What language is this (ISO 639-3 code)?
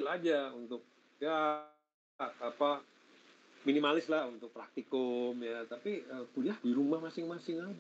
ind